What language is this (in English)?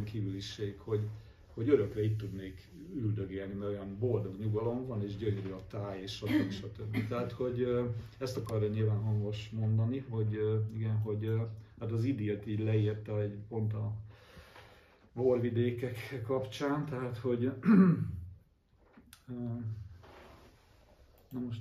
Hungarian